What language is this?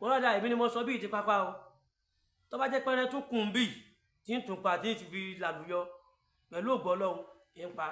Yoruba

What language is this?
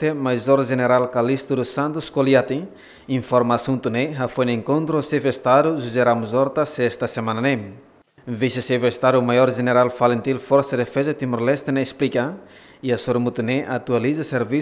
Tetum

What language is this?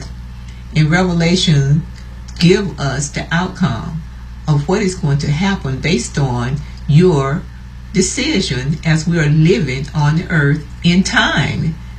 English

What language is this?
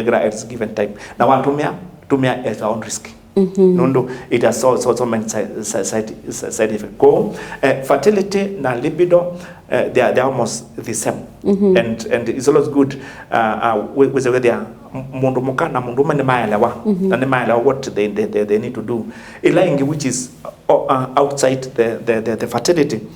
Kamba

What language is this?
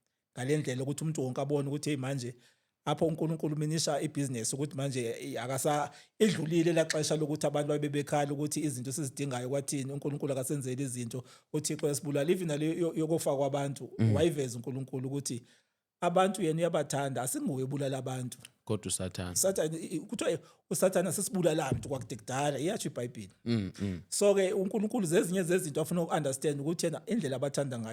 Zulu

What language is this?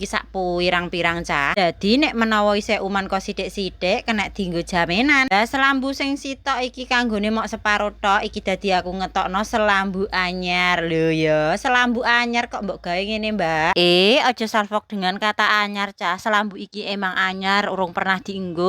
Javanese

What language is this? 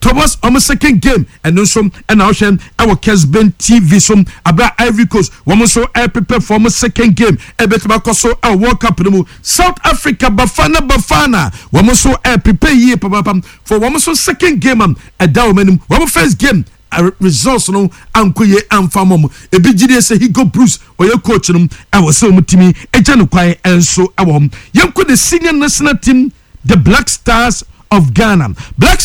Akan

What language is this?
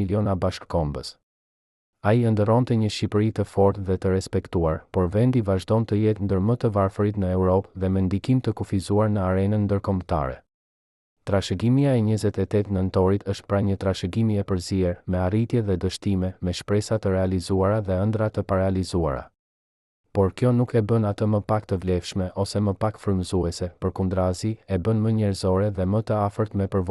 Albanian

